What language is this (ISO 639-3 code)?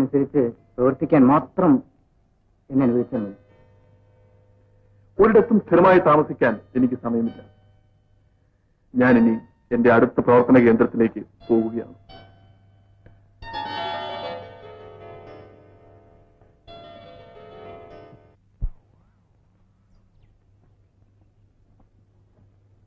mal